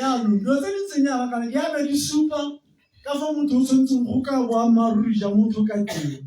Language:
Tswana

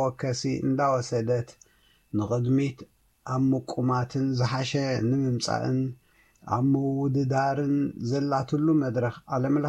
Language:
Tigrinya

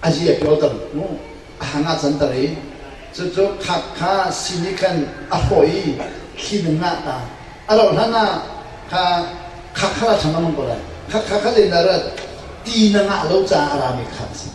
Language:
Hakha Chin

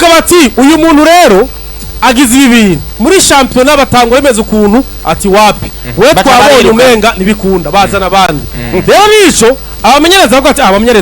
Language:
Rundi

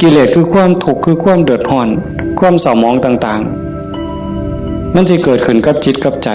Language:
Northeastern Thai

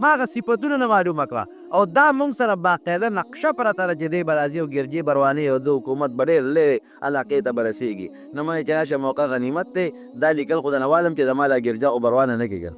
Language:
Pashto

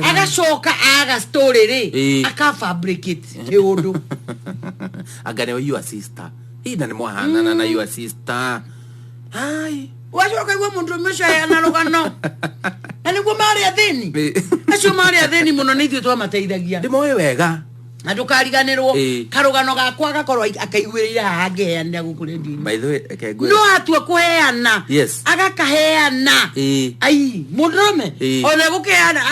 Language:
Kikuyu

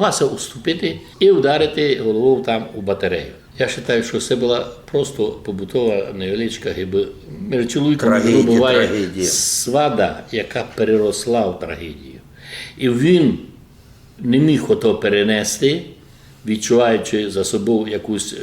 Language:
Rusyn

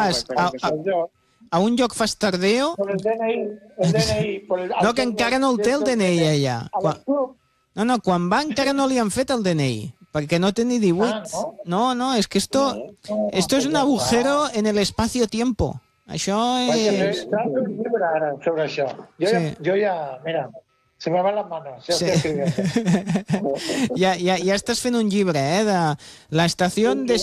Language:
Catalan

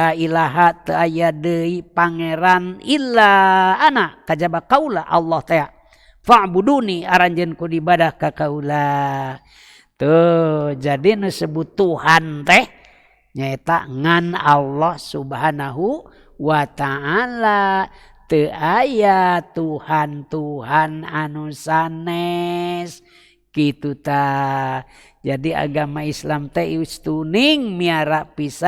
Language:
Sundanese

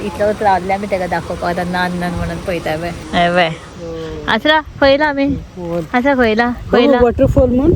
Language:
Konkani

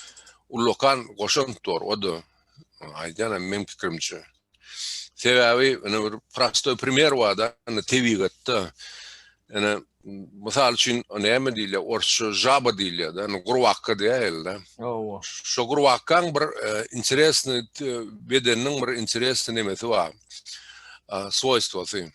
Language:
Turkmen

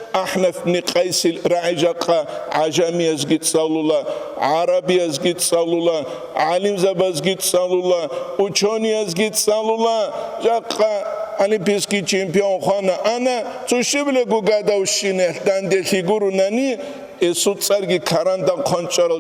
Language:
Avaric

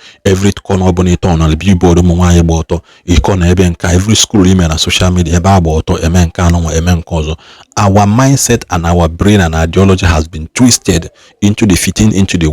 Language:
Igbo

